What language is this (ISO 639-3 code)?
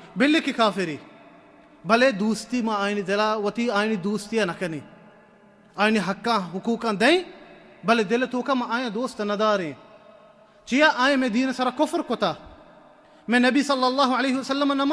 bal